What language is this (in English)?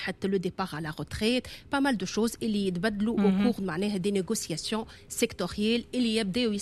Tunisian Arabic